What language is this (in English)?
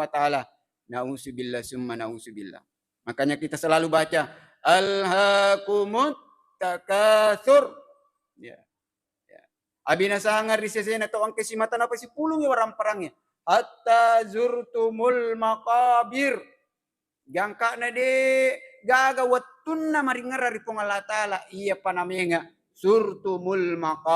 Buginese